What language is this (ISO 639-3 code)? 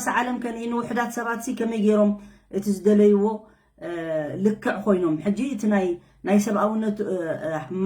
tir